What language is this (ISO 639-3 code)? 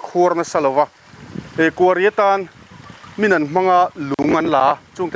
lus